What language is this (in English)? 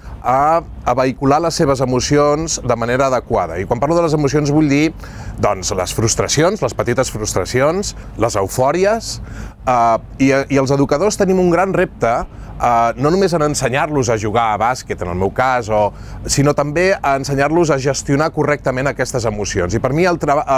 Catalan